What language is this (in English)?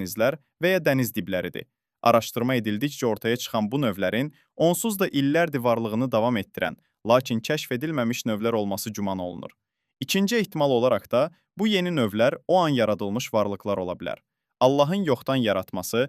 Azerbaijani